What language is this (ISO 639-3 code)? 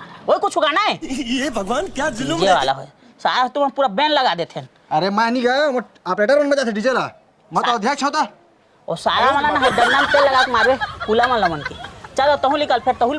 hne